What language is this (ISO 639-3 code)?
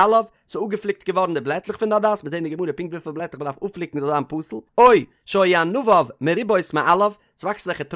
yid